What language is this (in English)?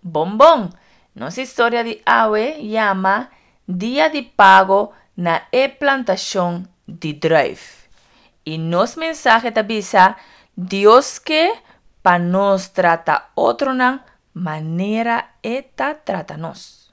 Papiamento